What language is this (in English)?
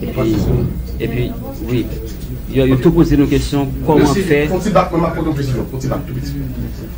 Haitian Creole